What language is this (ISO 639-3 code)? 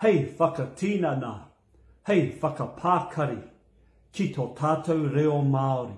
mri